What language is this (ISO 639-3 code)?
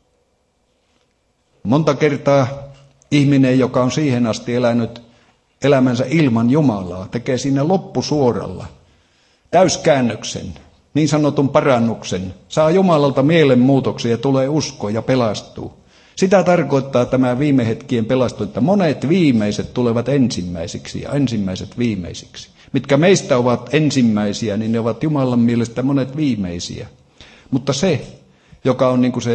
fin